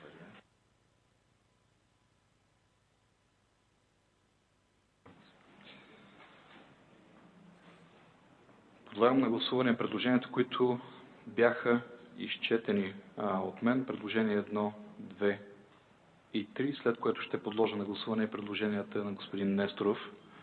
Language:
Bulgarian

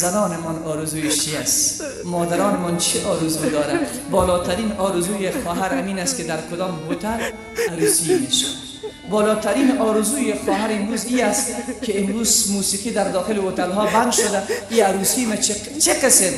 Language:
Tajik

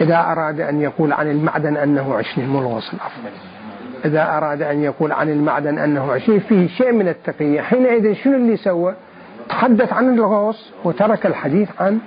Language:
Mesopotamian Arabic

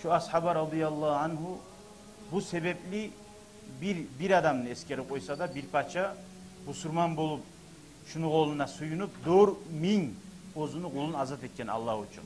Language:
Kumyk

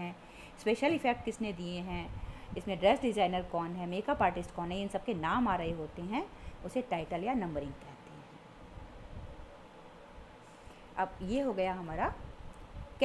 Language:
Hindi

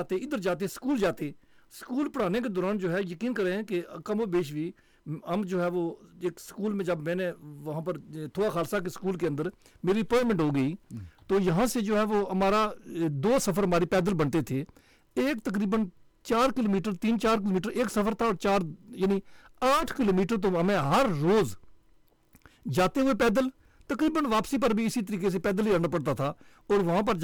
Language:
Urdu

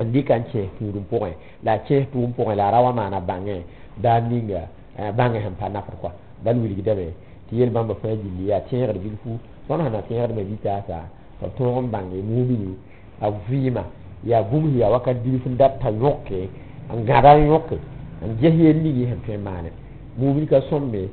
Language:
Mossi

